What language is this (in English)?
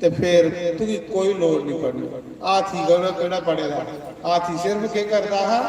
Dogri